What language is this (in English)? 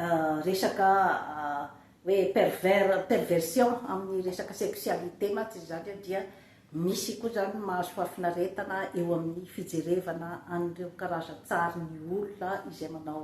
Malagasy